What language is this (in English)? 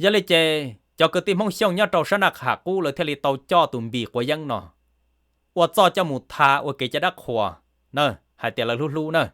Hmong